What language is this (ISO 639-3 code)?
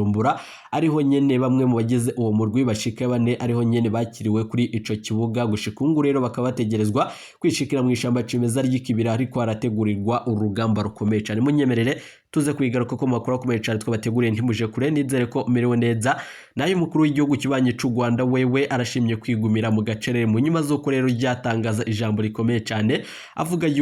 run